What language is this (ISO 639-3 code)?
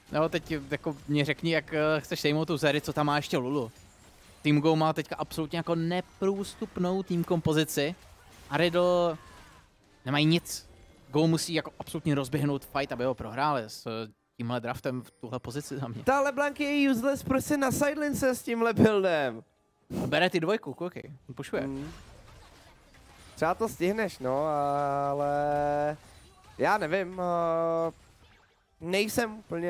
ces